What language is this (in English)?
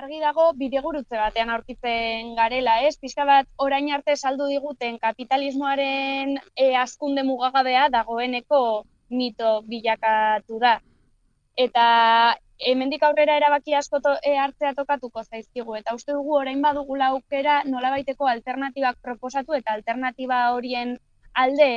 Basque